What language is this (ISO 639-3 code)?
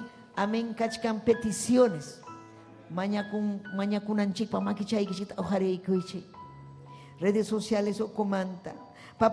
quy